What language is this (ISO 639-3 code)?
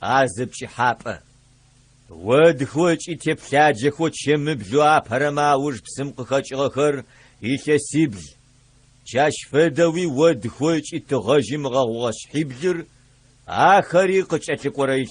ady